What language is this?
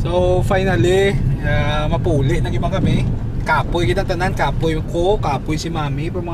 Hiligaynon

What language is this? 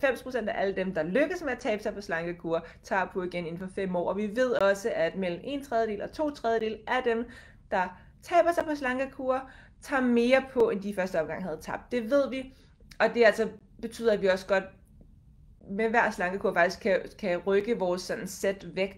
Danish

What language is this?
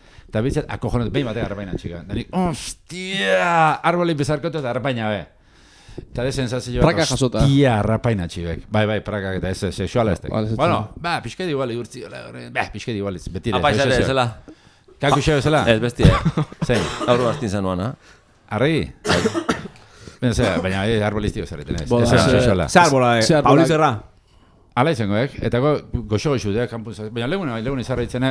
Basque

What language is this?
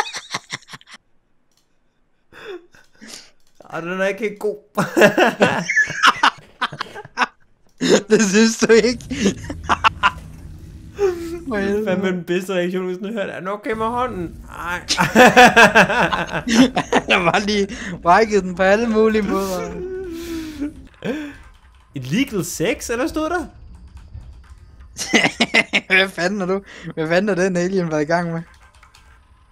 Danish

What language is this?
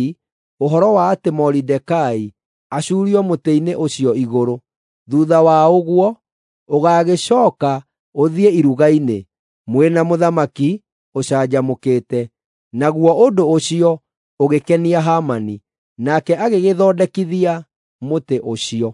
Kikuyu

